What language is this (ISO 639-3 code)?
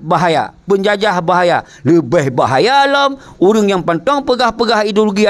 ace